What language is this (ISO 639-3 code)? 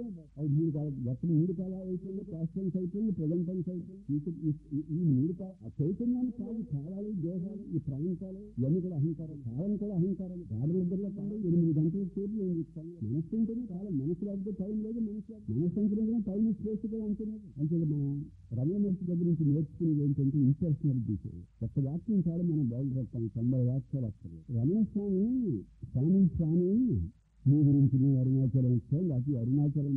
tel